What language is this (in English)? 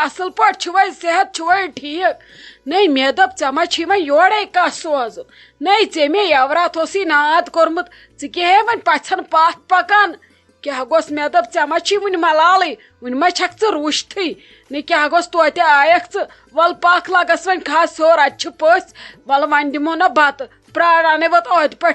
Kashmiri